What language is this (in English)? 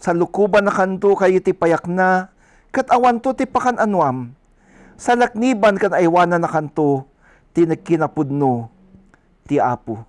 Iloko